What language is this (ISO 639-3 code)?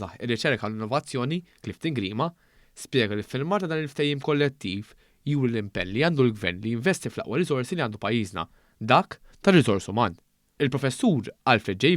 mlt